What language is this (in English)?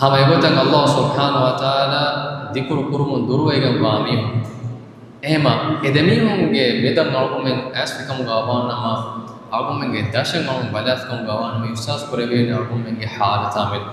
Divehi